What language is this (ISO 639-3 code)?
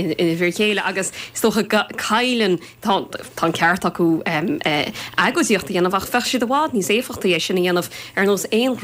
gle